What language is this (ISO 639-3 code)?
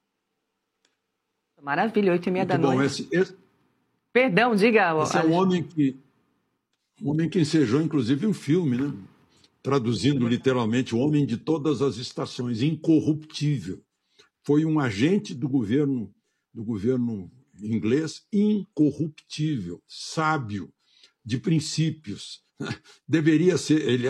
por